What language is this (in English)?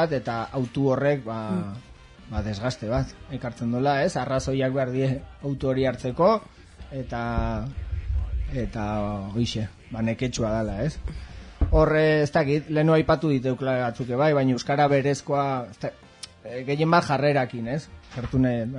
Basque